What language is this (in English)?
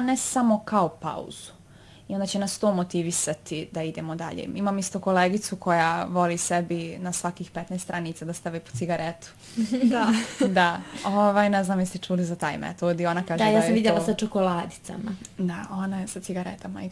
Bosnian